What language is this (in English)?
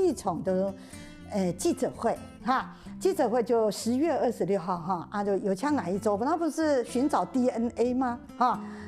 Hakka Chinese